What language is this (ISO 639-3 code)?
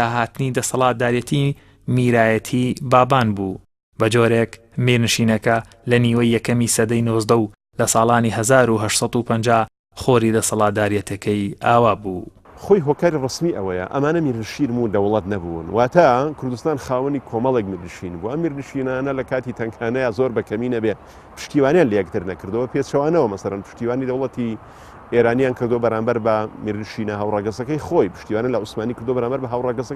ckb